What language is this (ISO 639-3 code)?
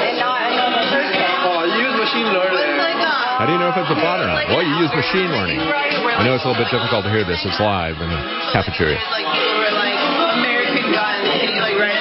eng